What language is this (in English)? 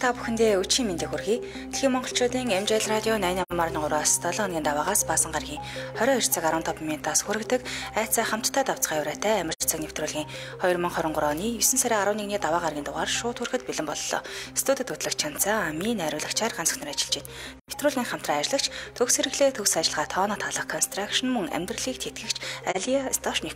Mongolian